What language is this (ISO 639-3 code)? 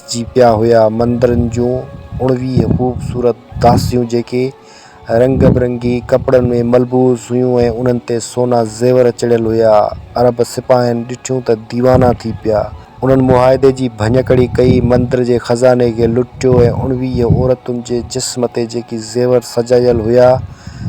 snd